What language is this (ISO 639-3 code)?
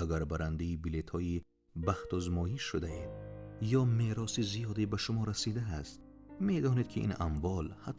tgk